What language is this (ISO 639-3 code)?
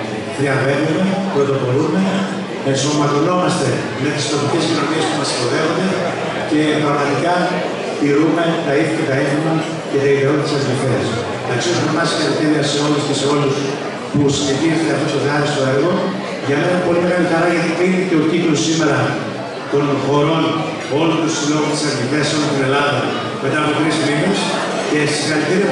ell